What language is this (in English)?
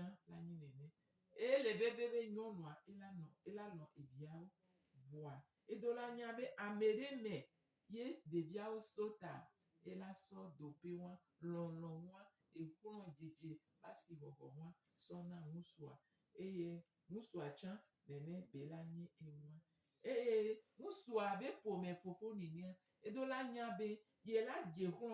Gen